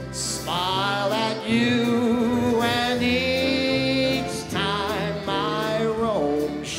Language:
English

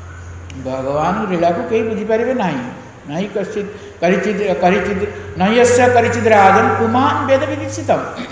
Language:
Odia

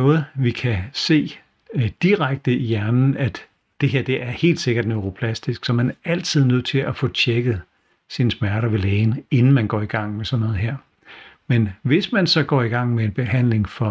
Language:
Danish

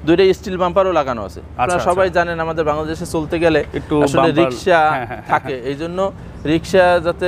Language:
Bangla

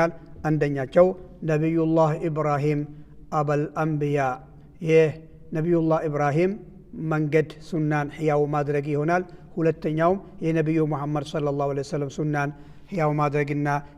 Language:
Amharic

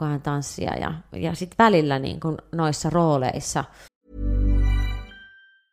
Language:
Finnish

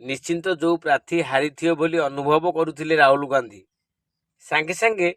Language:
Odia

